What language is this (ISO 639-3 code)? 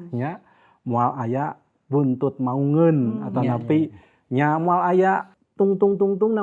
sun